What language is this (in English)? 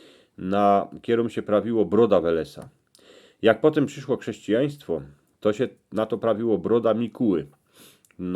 Silesian